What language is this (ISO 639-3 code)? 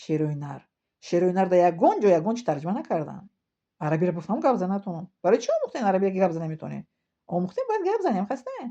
tgk